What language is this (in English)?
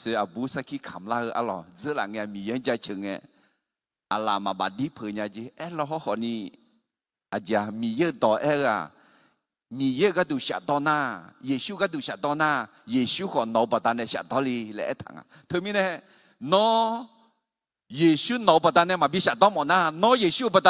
Akha